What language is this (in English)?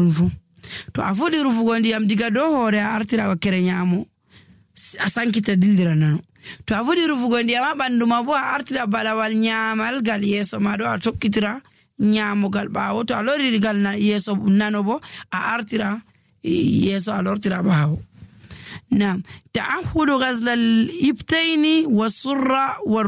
Nigerian Fulfulde